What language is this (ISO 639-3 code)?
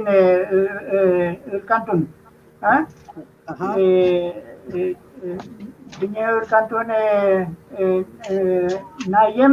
arn